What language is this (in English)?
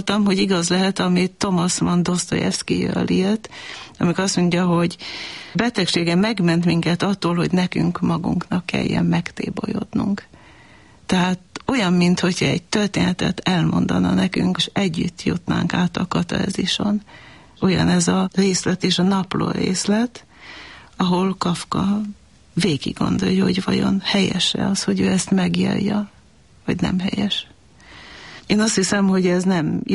Hungarian